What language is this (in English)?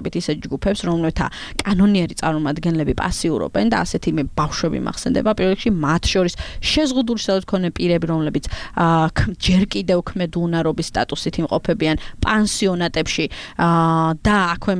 Georgian